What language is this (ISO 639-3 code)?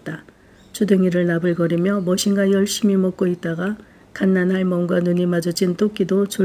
kor